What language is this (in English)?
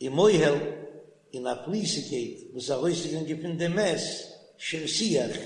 Yiddish